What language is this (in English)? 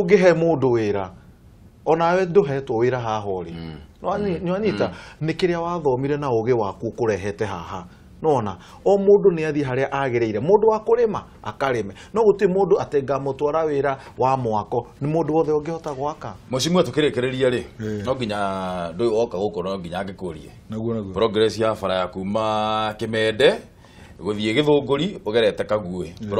Kikuyu